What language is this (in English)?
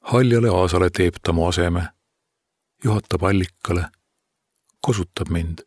Estonian